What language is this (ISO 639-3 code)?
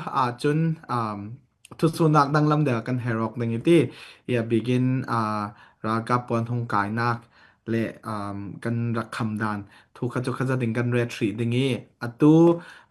cfm